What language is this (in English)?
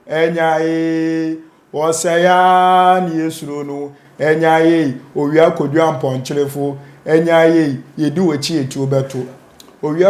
Akan